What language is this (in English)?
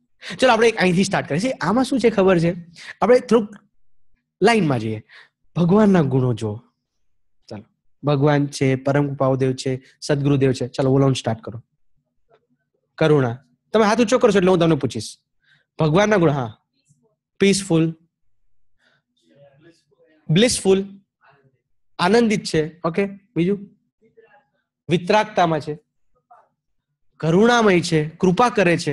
Gujarati